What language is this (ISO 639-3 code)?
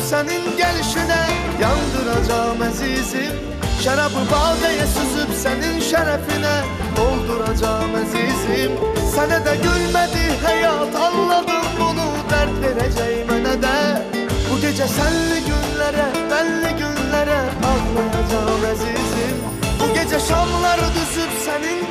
aze